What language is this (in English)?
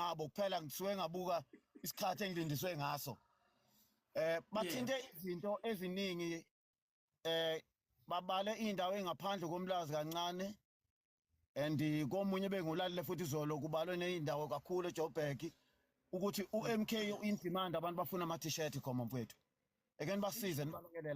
Zulu